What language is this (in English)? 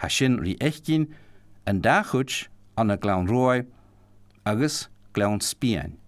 Scottish Gaelic